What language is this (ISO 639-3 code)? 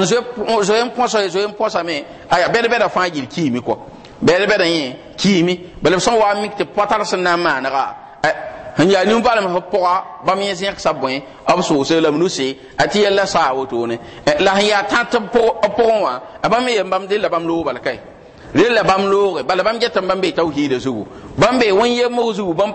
mos